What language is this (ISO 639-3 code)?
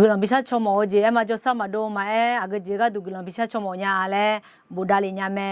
ahk